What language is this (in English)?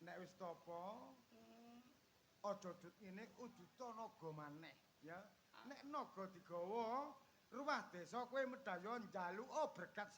Javanese